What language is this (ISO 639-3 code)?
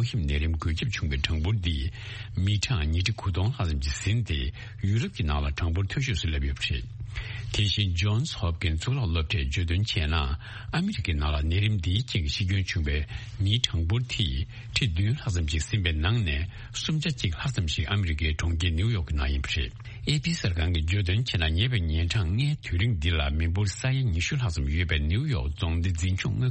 bod